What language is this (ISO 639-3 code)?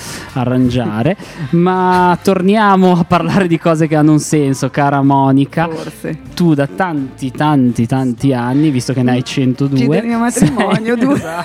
ita